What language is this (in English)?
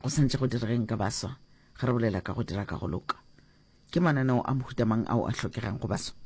Northern Sotho